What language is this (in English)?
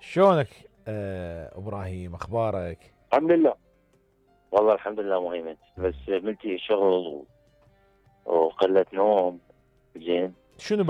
Mesopotamian Arabic